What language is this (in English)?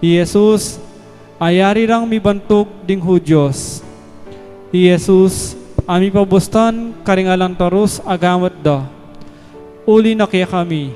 Pampanga